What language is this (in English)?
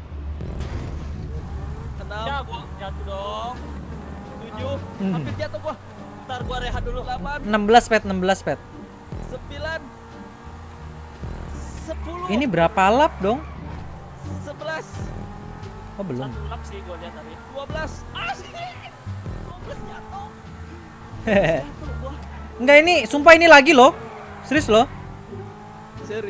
Indonesian